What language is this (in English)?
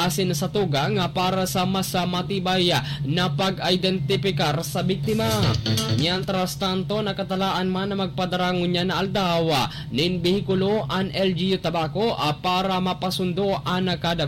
Bikol